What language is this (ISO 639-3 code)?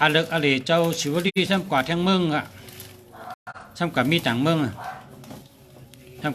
shn